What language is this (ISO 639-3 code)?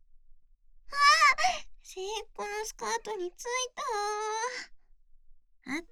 jpn